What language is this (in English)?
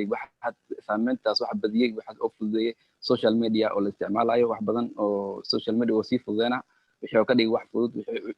Somali